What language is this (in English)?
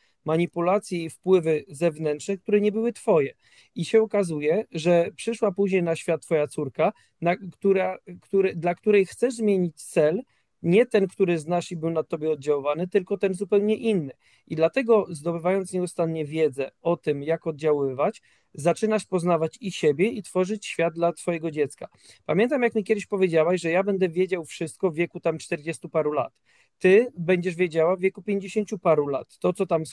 Polish